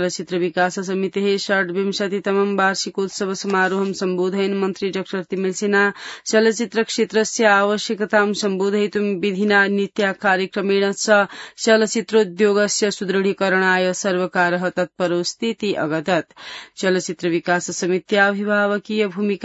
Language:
Sanskrit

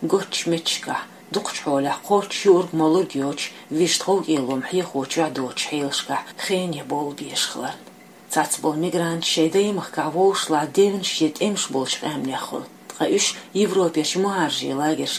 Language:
Chechen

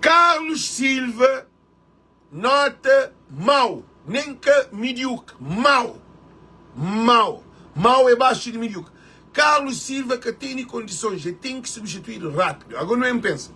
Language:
Kabuverdianu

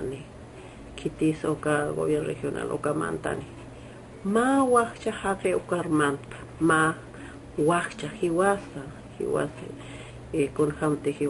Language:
Aymara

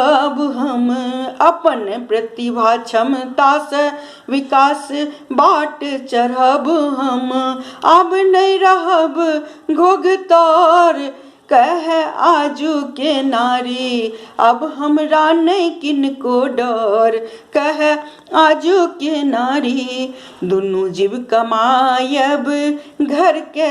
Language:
Maithili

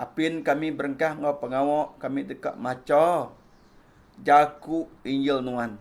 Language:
Iban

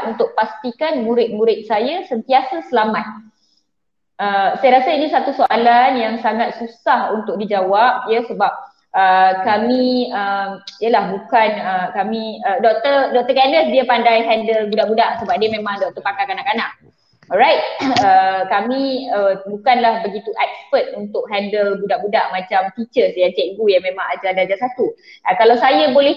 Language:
Malay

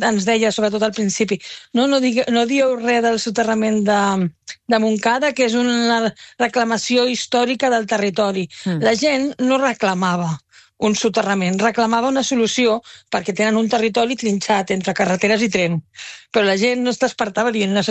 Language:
Catalan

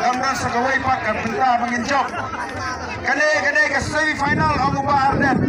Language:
Khasi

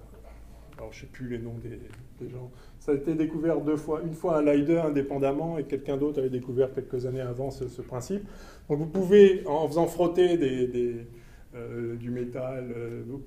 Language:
French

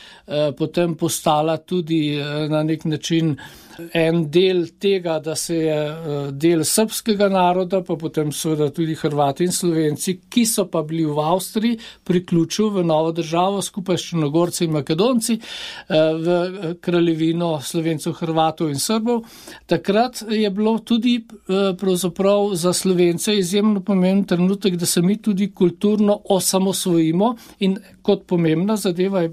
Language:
Slovenian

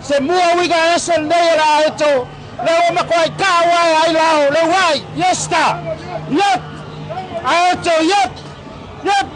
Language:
Samoan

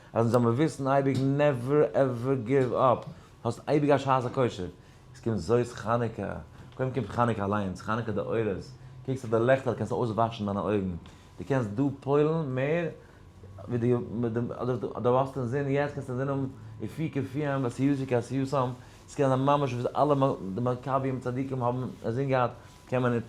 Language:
Yiddish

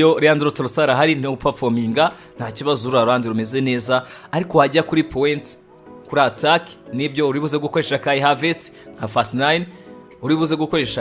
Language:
Kinyarwanda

